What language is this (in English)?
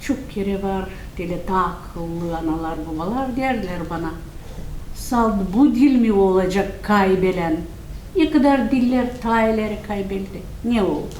Gagauz